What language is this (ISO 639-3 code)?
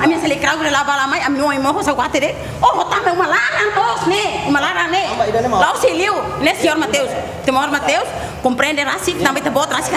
tet